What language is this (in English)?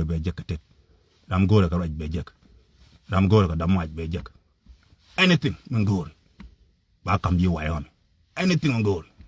Nuer